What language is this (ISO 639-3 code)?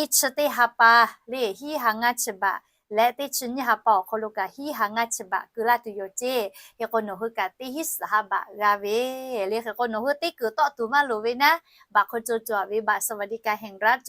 lhu